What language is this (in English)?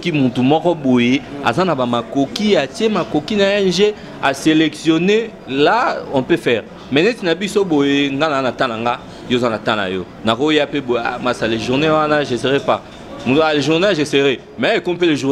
Lingala